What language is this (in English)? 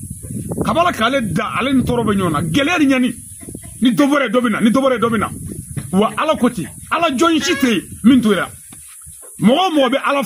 Bambara